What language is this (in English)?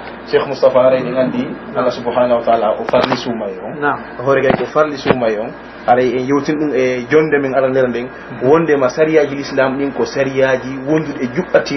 Pular